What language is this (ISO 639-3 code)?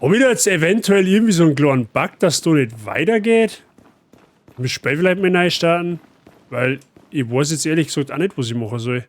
bar